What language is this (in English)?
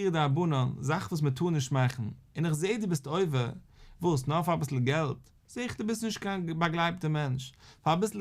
Yiddish